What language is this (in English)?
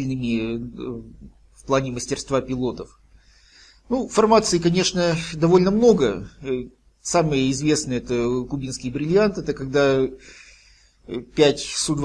Russian